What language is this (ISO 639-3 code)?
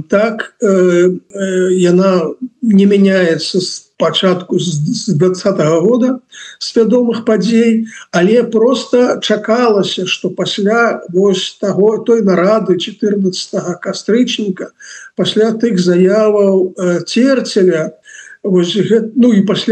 bel